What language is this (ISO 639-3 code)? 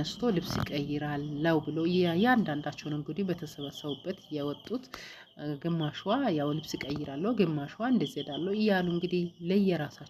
amh